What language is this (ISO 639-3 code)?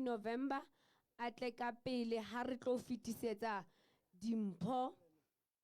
sot